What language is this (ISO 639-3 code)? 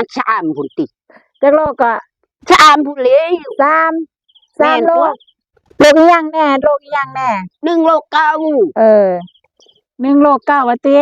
tts